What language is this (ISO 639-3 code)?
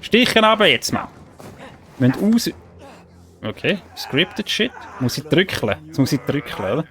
gsw